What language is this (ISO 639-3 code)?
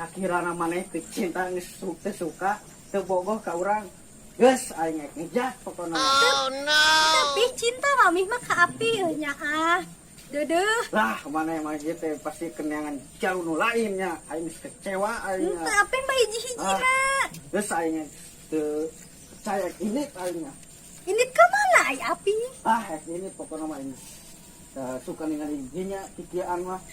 sun